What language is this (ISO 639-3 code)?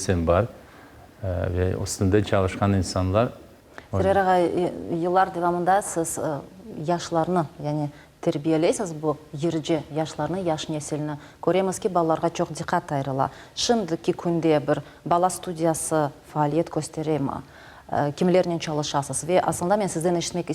crh